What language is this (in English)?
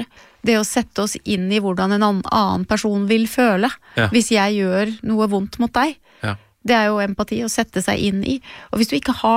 Norwegian